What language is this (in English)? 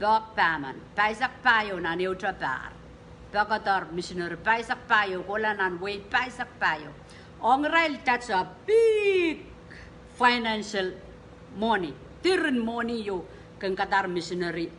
Pohnpeian